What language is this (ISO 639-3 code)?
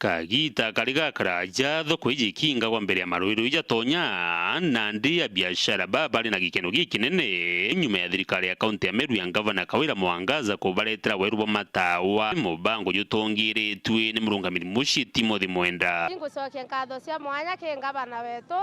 mer